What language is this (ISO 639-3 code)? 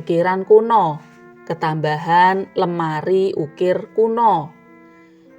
jav